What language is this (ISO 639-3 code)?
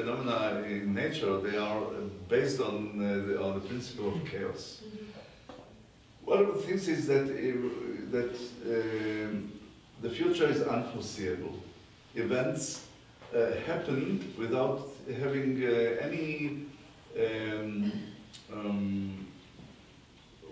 eng